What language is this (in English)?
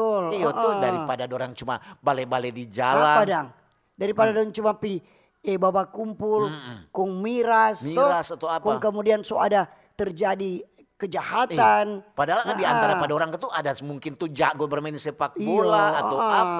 Manado Malay